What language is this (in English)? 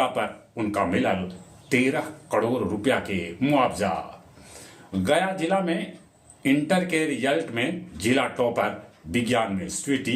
Magahi